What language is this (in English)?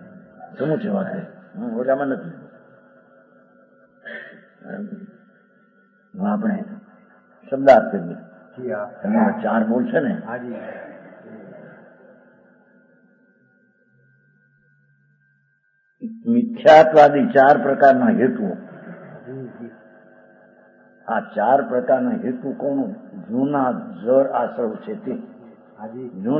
Gujarati